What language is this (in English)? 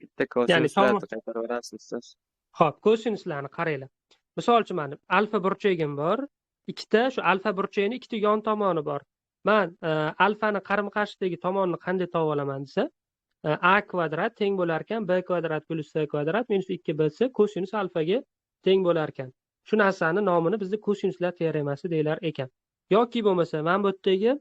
Uzbek